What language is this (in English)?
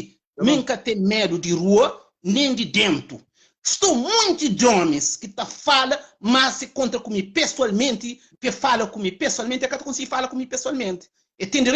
Kabuverdianu